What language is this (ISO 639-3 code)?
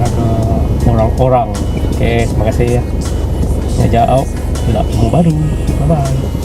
iba